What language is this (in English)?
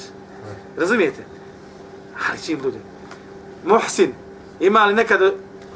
Bosnian